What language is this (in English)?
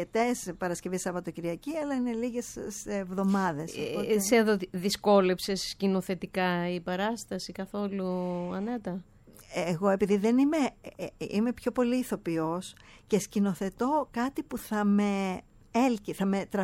Greek